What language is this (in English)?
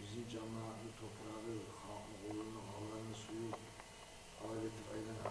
Kumyk